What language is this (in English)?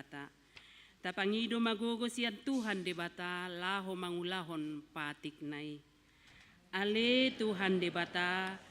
Batak Toba